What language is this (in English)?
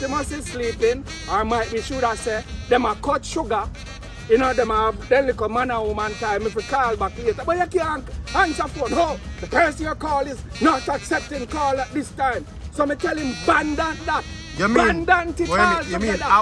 Jamaican Creole English